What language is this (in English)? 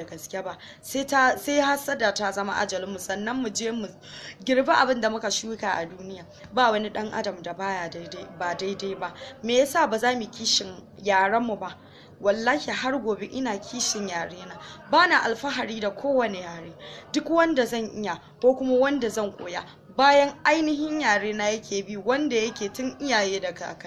Hausa